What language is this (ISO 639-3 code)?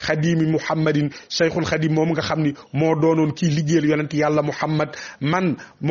wol